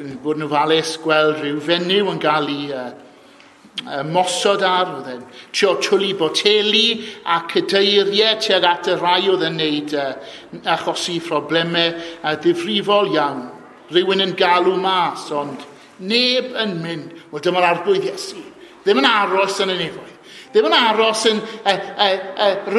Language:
Welsh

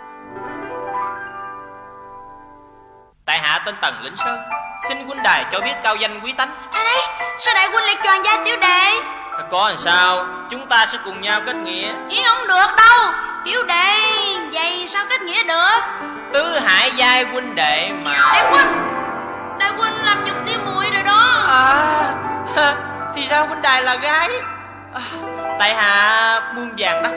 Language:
Vietnamese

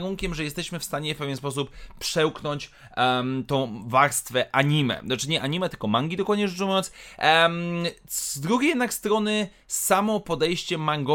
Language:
Polish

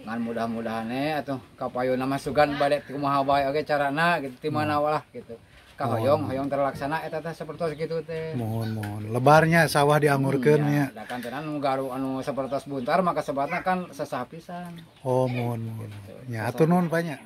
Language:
Sundanese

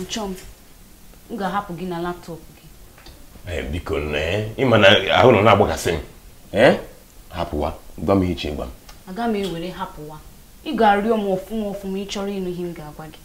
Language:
Igbo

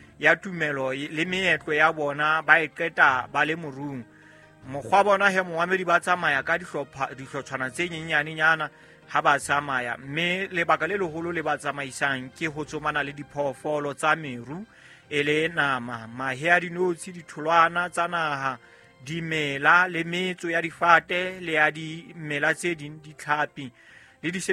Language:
Southern Sotho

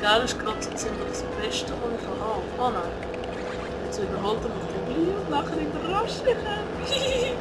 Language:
Swiss German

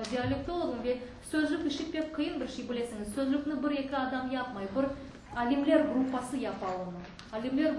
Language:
Crimean Tatar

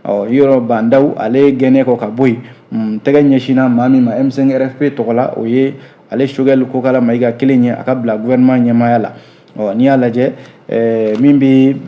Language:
Bambara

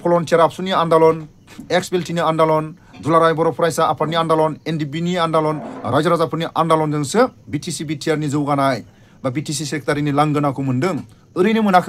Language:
Bodo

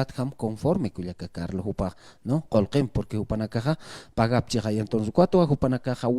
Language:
Aymara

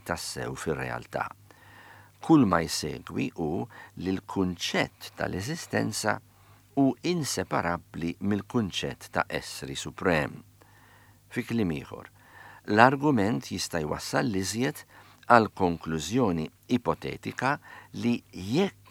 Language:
Maltese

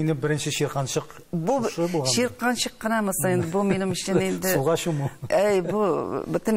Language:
Tatar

